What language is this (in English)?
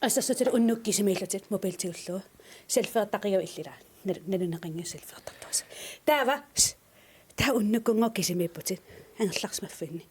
Kalaallisut